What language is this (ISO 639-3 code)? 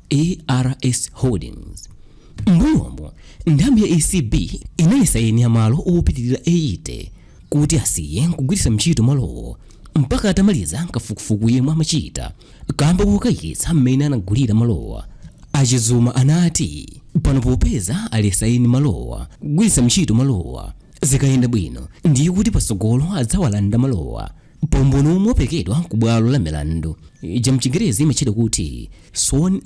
nya